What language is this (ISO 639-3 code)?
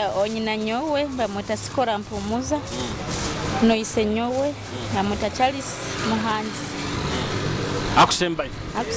nyo